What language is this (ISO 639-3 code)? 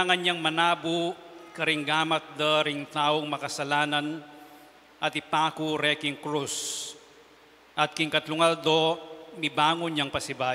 pam